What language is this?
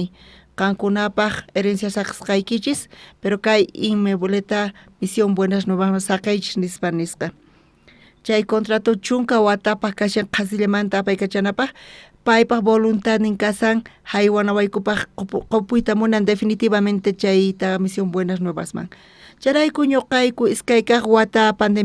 South Bolivian Quechua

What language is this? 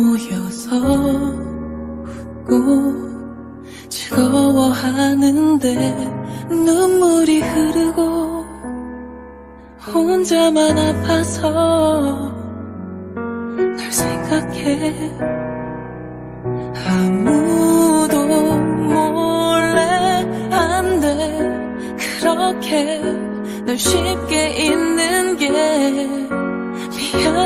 Korean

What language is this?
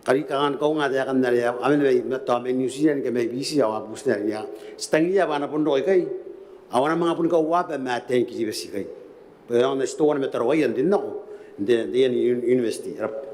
Gilbertese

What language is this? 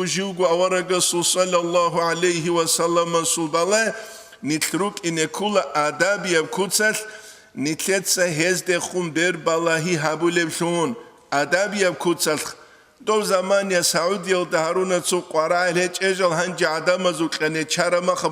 Avaric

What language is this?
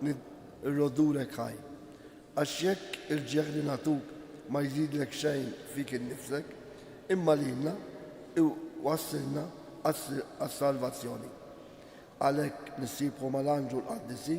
Maltese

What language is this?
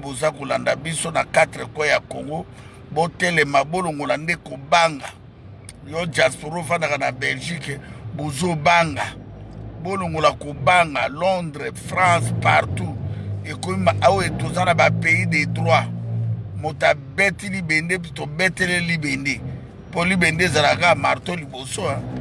Lingala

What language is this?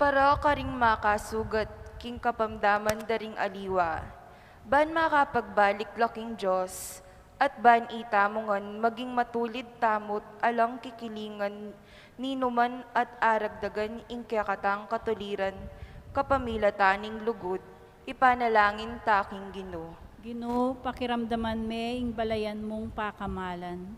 Pampanga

